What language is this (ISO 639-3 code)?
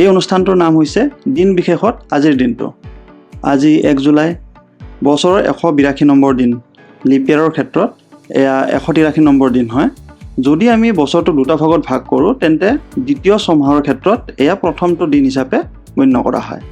asm